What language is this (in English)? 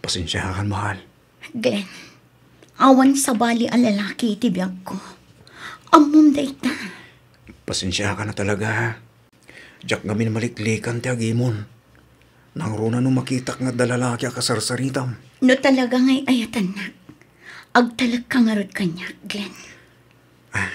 Iloko